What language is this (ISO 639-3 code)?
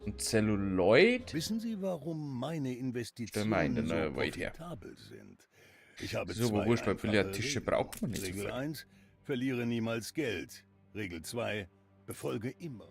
bar